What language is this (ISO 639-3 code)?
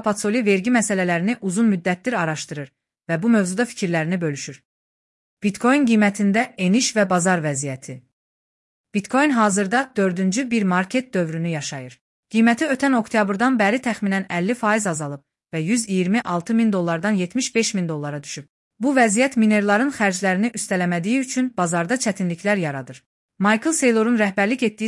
aze